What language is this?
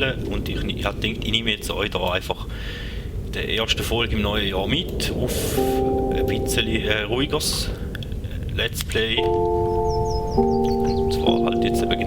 Swiss German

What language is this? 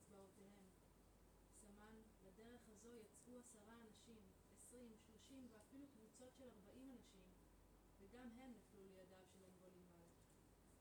Hebrew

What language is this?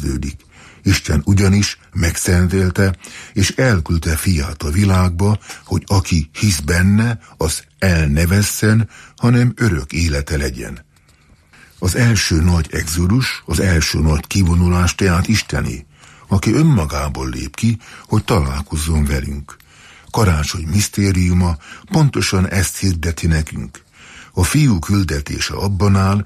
Hungarian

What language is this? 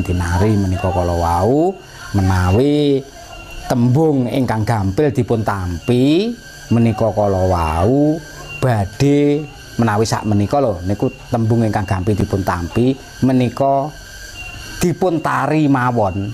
Javanese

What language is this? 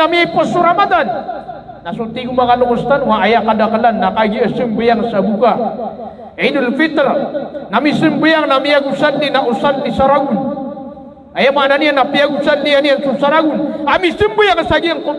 Maranao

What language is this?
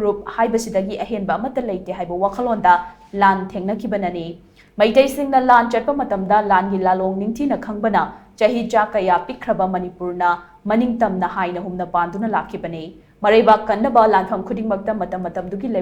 Manipuri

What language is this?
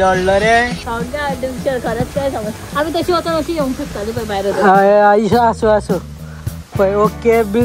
Konkani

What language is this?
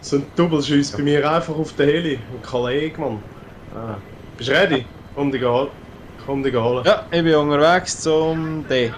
Swiss German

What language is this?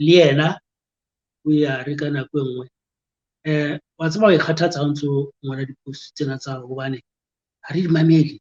Southern Sotho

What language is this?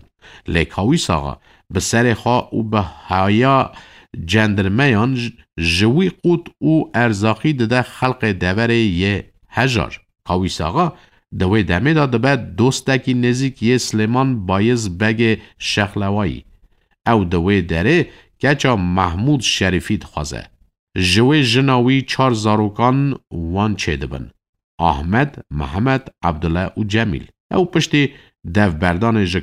Kurdish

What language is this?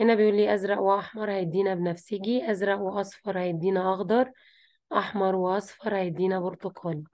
Egyptian Arabic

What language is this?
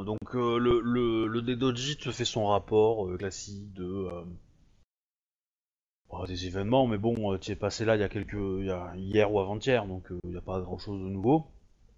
French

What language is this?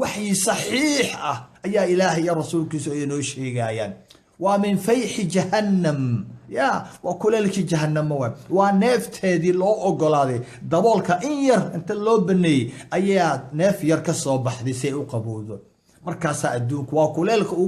Somali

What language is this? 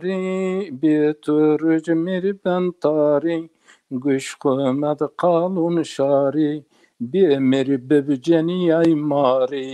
Zaza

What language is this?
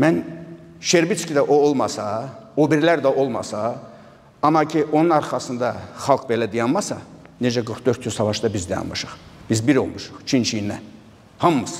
Azerbaijani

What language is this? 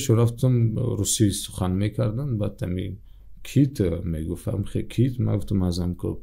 Tajik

